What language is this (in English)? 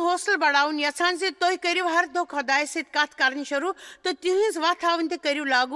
Kashmiri